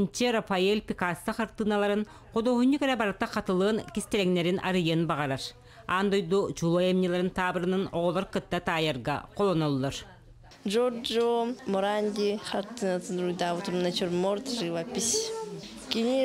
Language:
Yakut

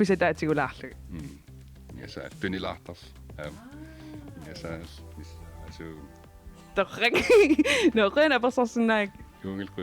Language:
Kalaallisut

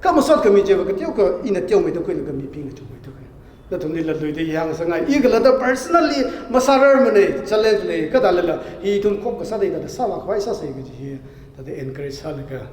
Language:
Tangkhul Naga (India)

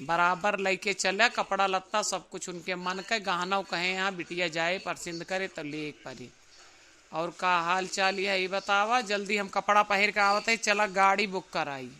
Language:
Awadhi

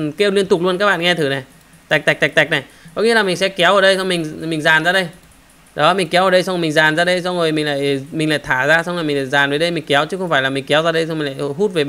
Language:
Vietnamese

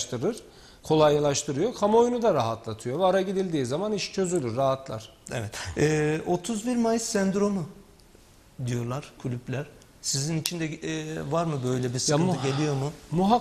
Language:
Turkish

